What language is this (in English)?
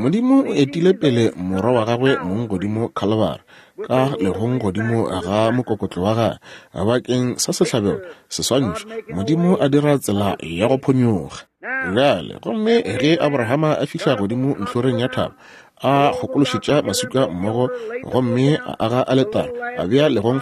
Northern Sotho